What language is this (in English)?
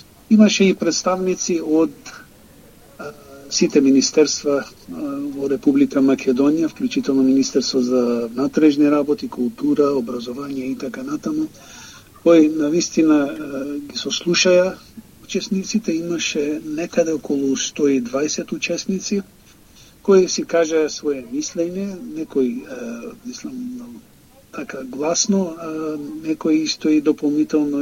Macedonian